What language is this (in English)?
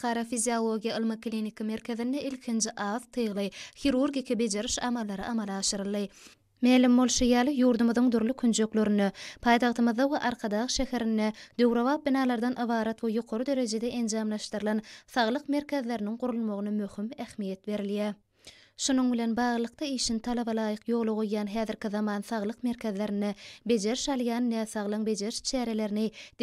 Turkmen